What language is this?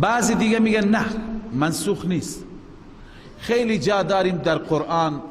Persian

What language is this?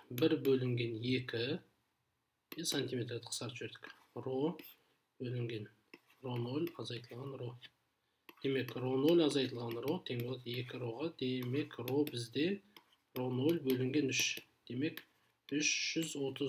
Kazakh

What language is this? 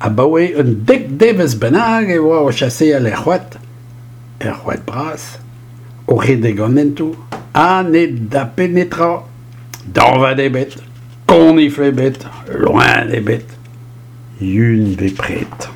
Breton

